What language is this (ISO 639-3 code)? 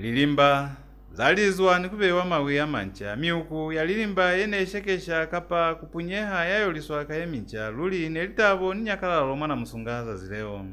loz